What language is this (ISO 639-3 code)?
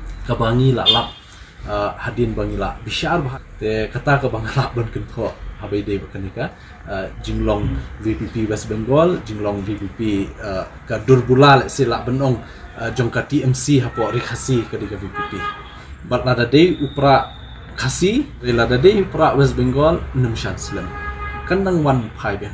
kha